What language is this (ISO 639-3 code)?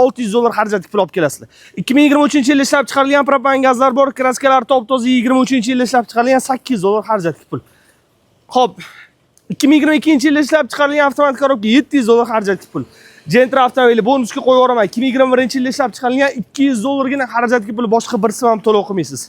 uzb